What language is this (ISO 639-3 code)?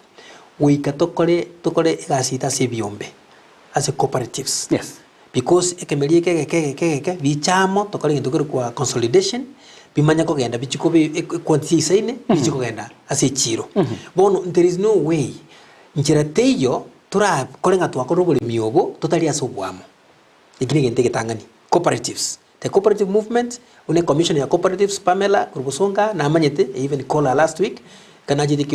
guz